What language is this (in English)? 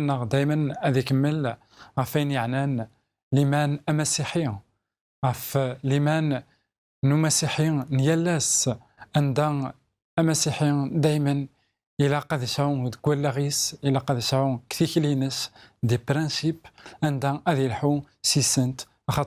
Kabyle